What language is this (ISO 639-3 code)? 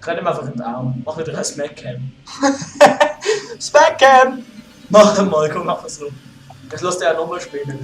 gsw